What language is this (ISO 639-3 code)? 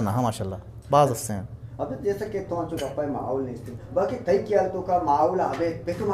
bgp